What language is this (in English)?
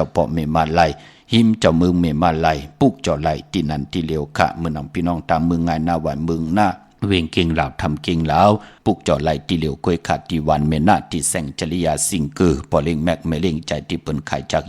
Shan